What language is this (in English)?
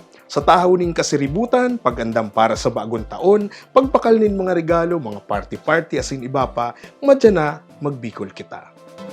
Bikol